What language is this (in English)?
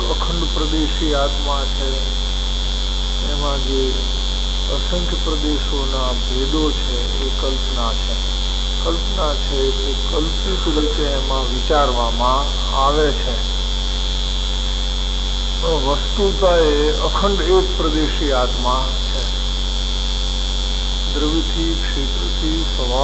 Gujarati